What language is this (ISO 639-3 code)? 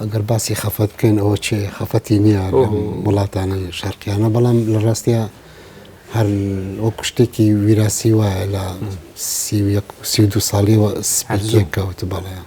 ckb